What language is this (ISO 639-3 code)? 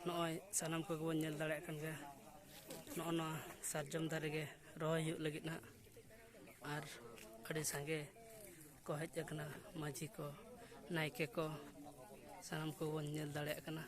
sat